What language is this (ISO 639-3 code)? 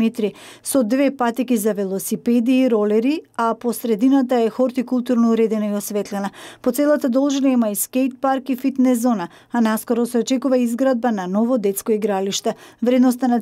mkd